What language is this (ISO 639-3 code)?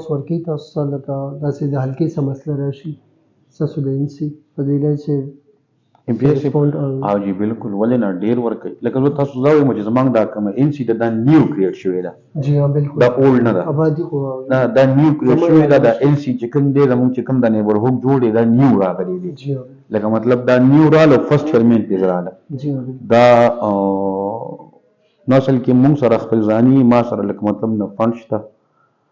pus